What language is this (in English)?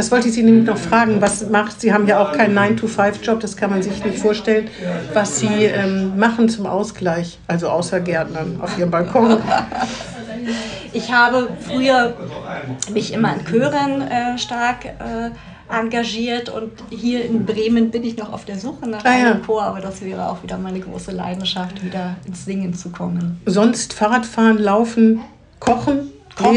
German